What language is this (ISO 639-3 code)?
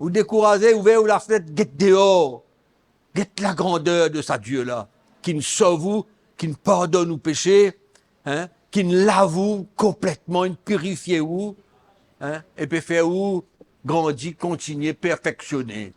mfe